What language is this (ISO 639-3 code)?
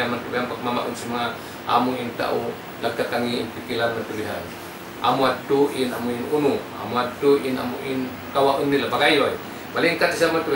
tsg